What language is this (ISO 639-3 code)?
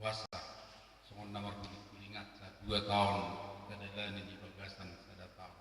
bbc